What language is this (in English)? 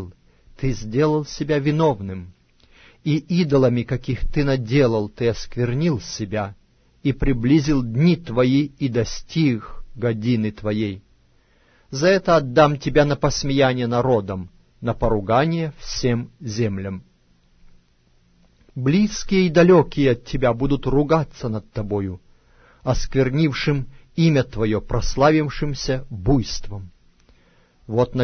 Russian